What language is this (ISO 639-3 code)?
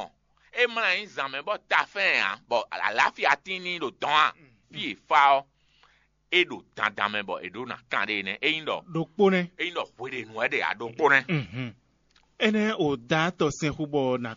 fon